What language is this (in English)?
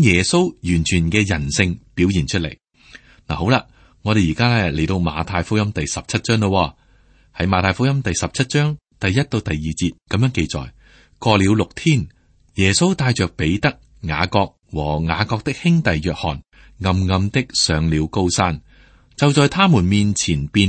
Cantonese